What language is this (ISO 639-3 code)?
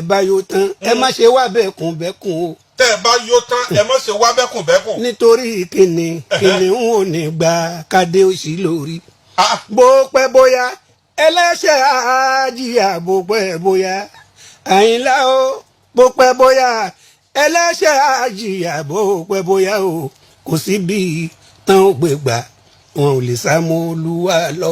yor